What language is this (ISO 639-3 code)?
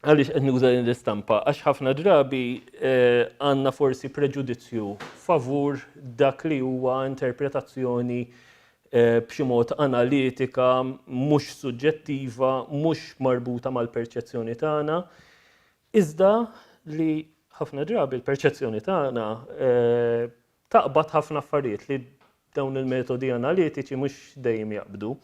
mlt